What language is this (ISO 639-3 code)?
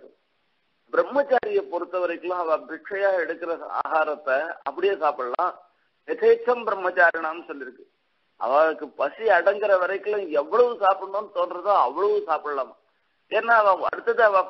tam